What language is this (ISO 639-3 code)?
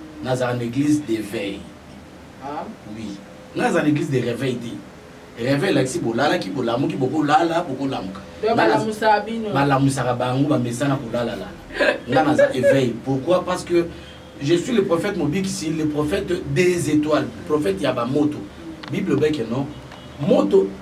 lin